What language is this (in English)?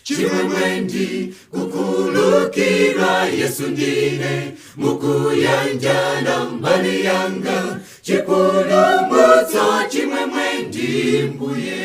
Nyanja